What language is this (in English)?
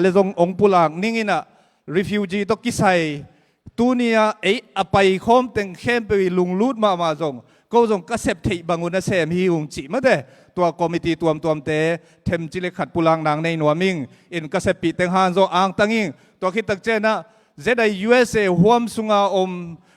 Tedim Chin